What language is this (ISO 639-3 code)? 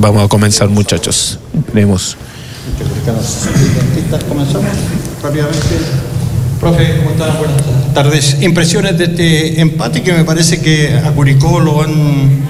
spa